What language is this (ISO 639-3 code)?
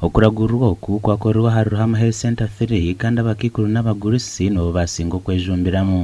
nyn